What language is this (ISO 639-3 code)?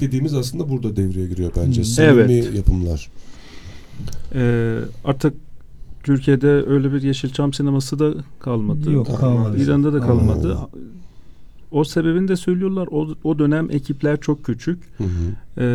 tur